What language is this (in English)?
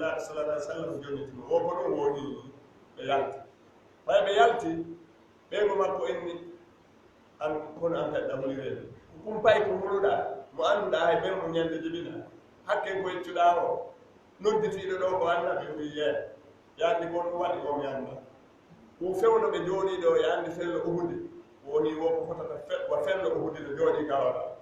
Fula